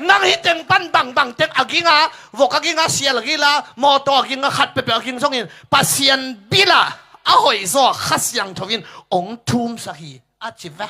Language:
Tedim Chin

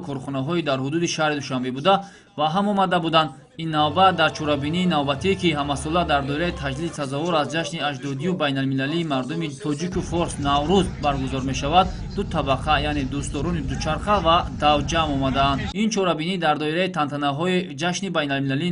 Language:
Tajik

